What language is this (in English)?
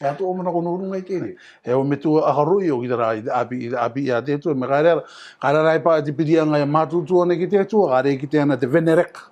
Rarotongan